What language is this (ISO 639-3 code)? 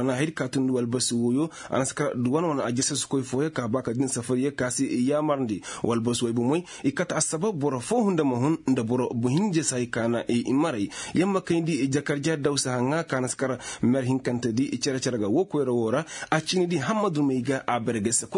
ses